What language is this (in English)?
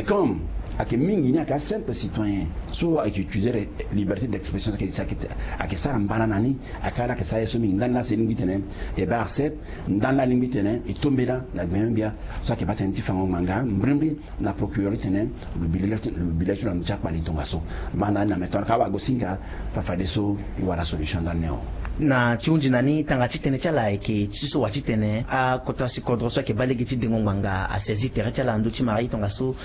Sango